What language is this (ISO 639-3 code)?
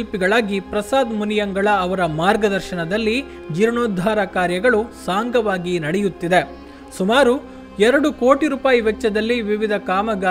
kan